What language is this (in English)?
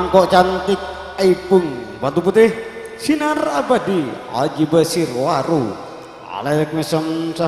Madurese